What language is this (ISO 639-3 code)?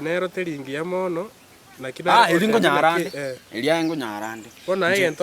guz